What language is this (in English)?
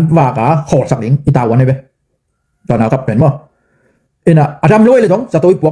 Tedim Chin